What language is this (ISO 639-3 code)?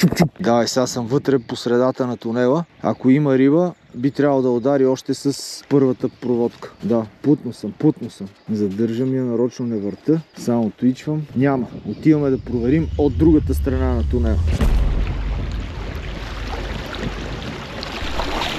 bul